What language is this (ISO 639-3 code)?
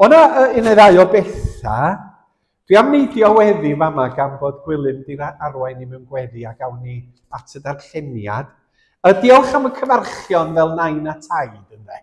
cym